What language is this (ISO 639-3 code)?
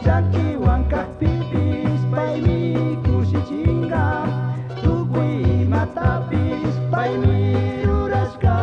qug